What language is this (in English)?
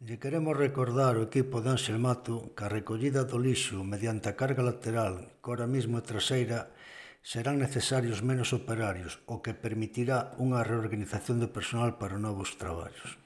Galician